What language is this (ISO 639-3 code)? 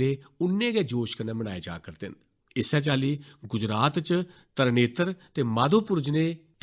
doi